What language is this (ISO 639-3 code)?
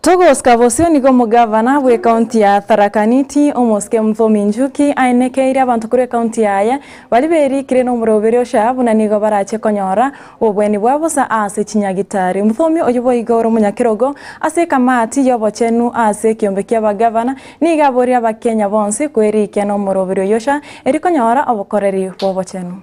guz